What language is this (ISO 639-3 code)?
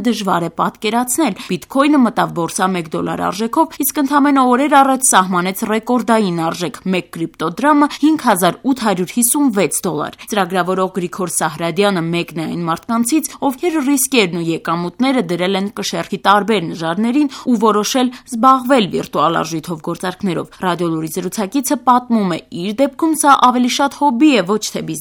hye